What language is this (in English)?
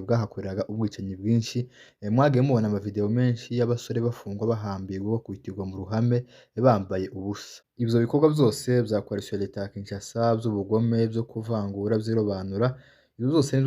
Kinyarwanda